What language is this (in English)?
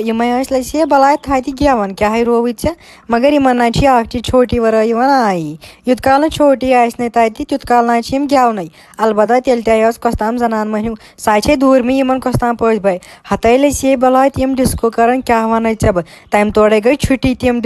Kashmiri